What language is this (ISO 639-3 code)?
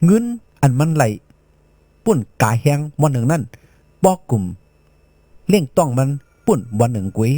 shn